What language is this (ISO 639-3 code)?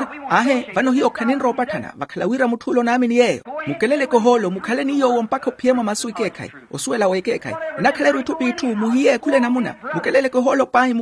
vmw